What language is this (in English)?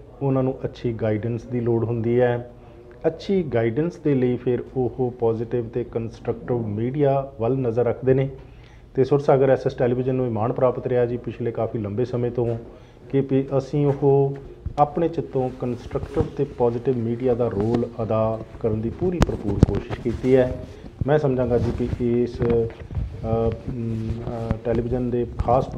Punjabi